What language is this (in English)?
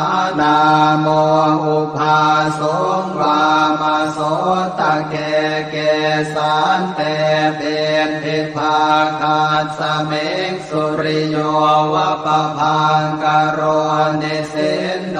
Pali